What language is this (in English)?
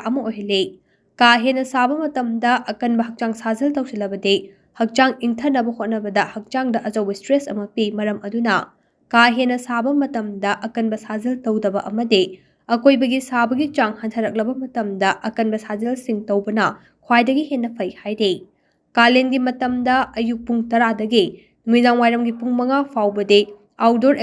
Manipuri